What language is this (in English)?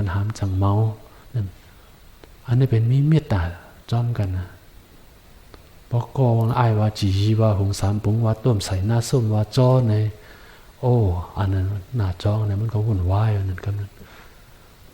Shan